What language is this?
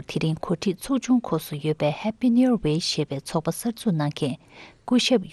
Tibetan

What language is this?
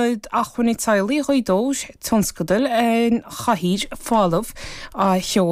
Irish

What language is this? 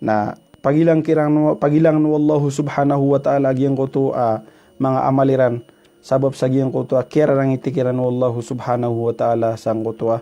Maranao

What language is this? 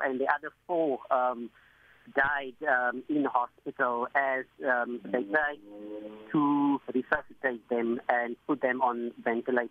English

